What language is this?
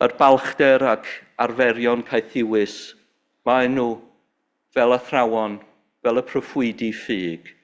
Welsh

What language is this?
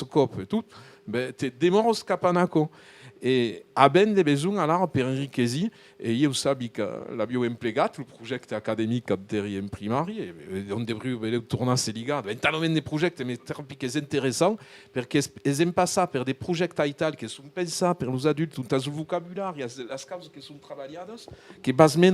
Occitan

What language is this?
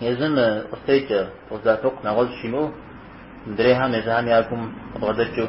Kabardian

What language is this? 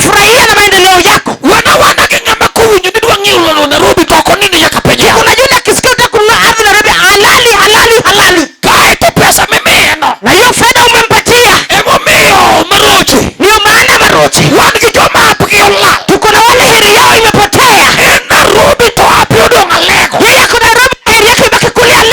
Luo (Kenya and Tanzania)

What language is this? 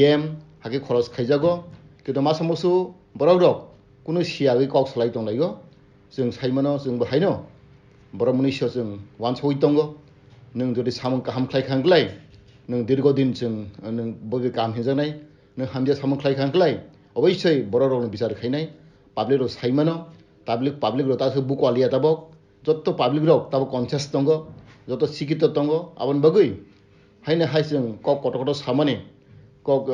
Kok Borok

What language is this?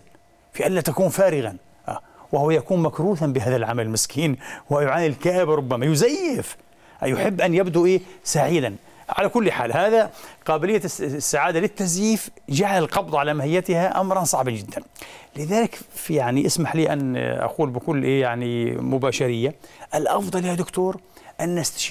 Arabic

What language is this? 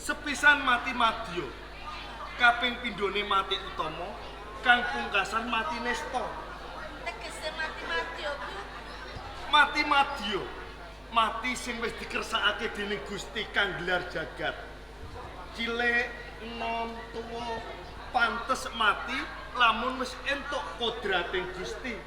Javanese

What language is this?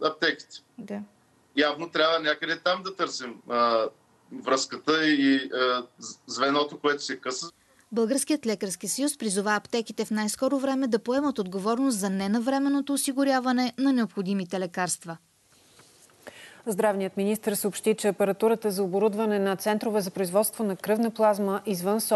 Bulgarian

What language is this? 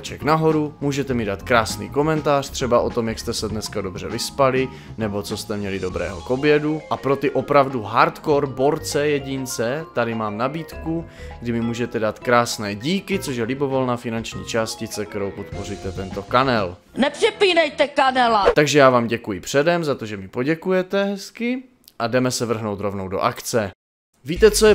Czech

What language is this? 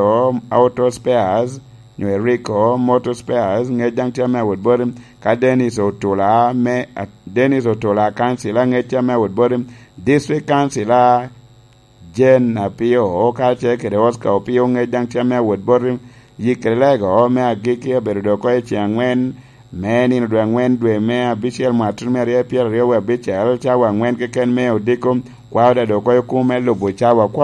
Lango (Uganda)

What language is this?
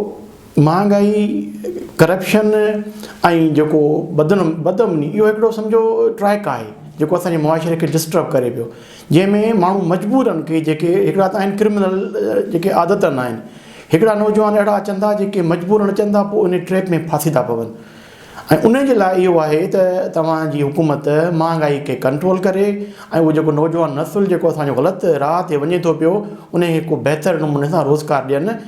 Sindhi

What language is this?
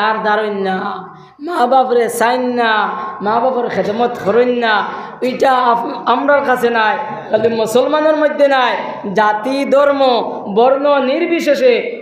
Sylheti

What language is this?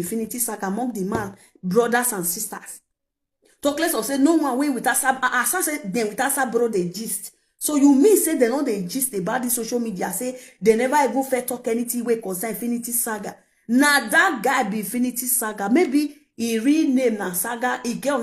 Nigerian Pidgin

